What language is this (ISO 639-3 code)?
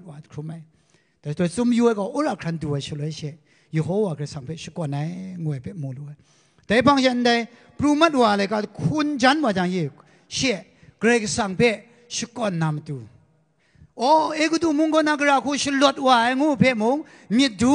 kac